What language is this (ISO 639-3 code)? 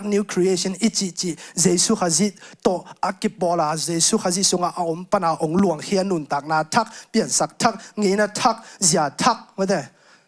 ctd